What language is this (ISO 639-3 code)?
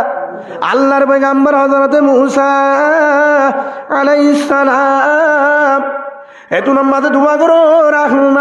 rhg